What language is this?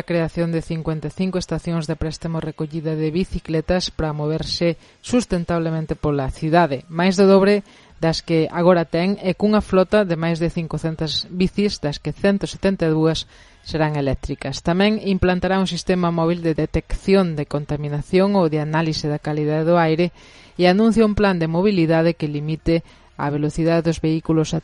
Galician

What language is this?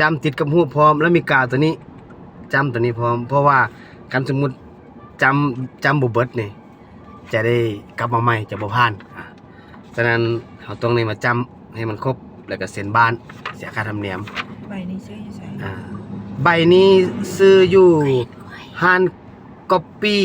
Lao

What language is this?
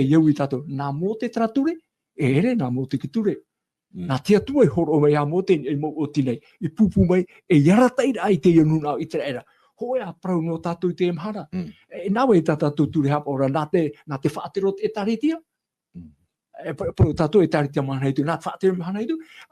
Tahitian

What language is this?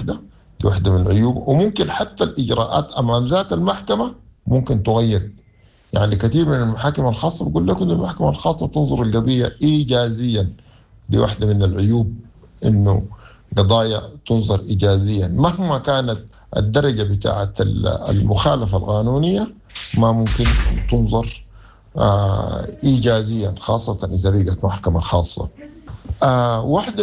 Sudanese Arabic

